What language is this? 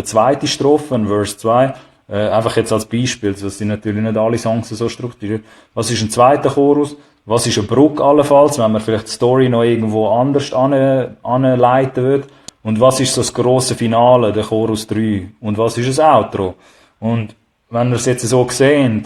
Swiss German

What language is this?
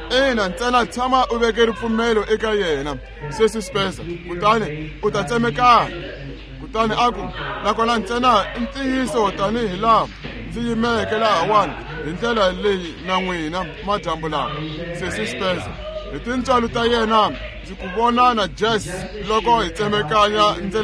Tsonga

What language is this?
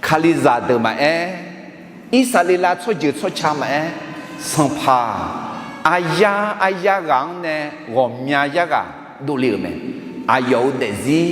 Akha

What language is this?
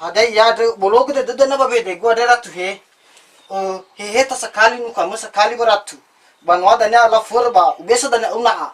Nias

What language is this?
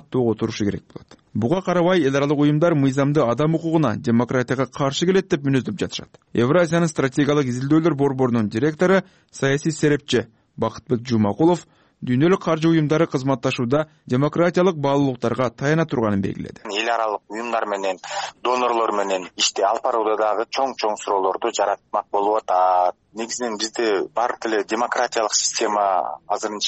Kyrgyz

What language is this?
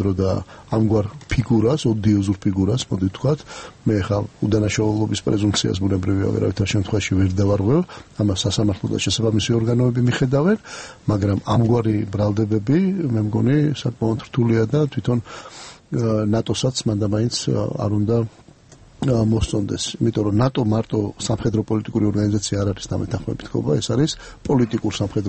Georgian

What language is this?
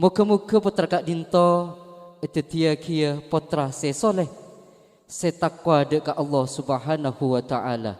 Madurese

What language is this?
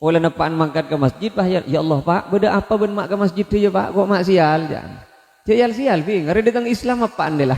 Madurese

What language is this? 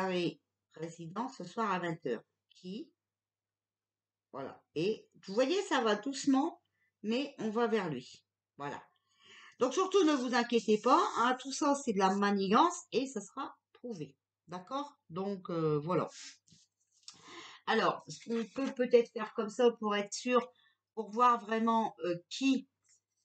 French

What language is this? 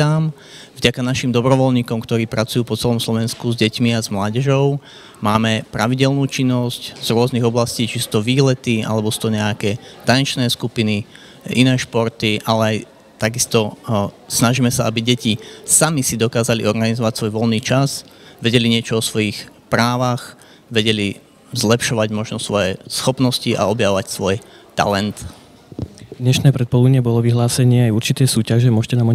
Slovak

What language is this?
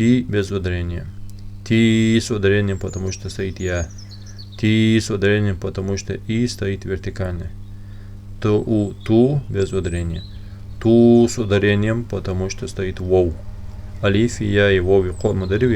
Ingush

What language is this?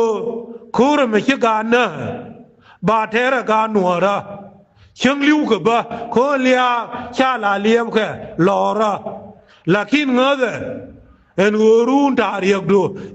Nuer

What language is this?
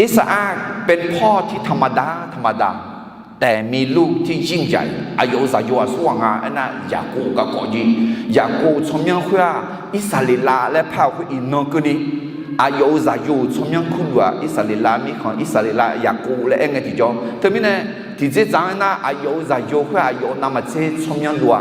Akha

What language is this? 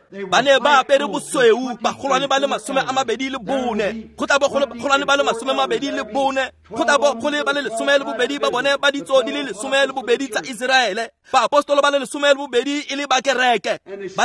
Tswana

